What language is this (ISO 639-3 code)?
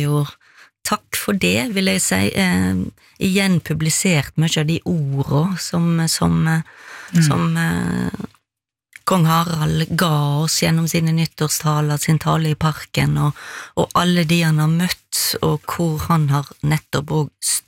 nor